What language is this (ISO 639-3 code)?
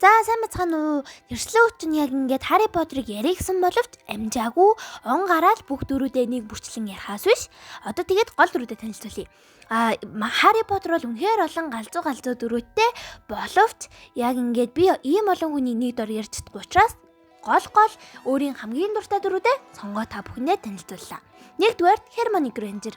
mon